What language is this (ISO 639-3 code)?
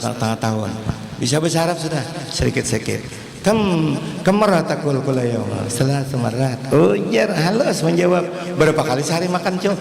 bjn